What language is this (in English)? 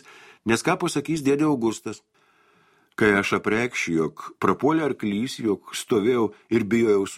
Lithuanian